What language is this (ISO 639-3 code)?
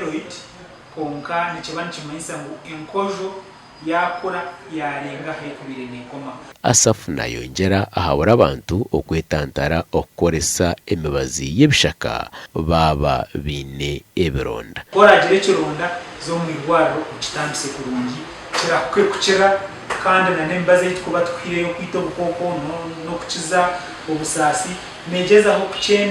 nyn